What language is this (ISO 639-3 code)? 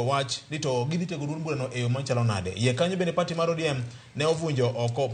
luo